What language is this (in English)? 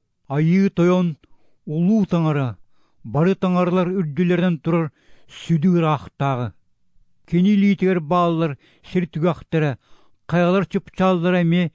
Yakut